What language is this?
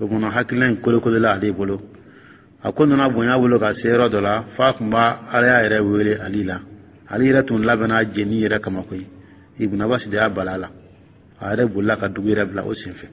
Dyula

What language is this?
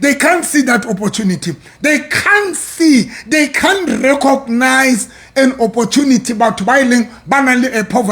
Southern Sotho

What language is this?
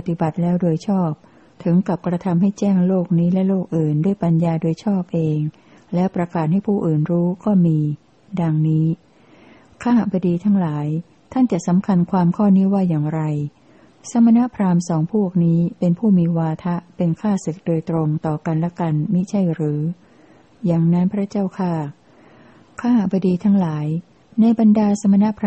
Thai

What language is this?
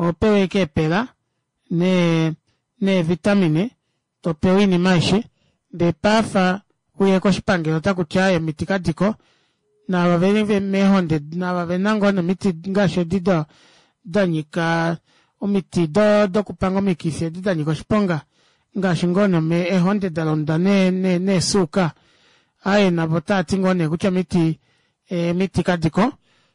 Kuanyama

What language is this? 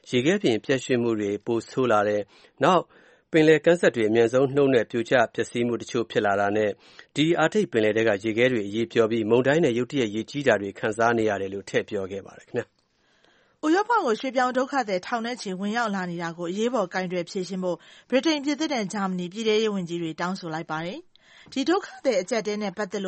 Burmese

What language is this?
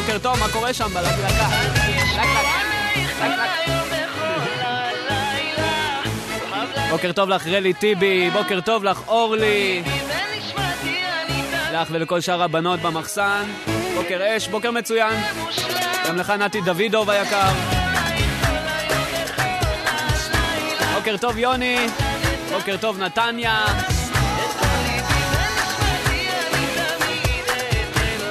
Hebrew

